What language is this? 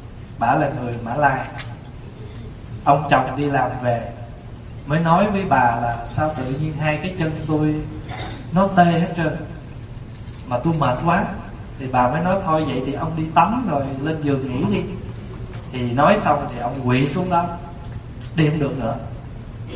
Vietnamese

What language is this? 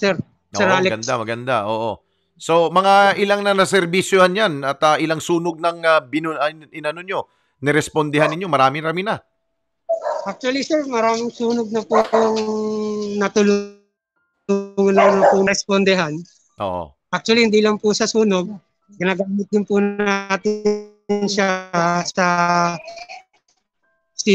Filipino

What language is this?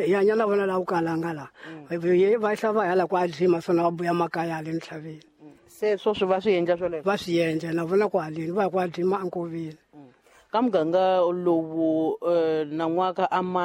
Tsonga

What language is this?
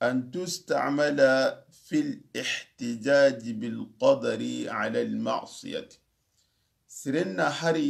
Soninke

